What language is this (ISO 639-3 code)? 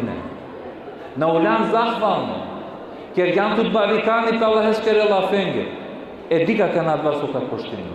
rmn